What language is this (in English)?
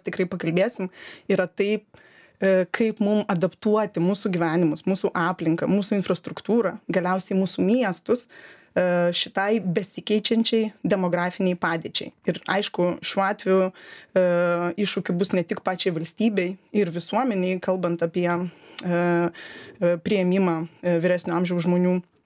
Lithuanian